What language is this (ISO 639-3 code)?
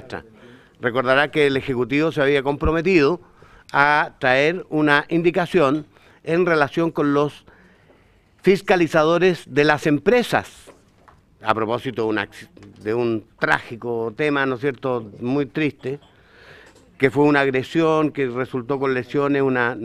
spa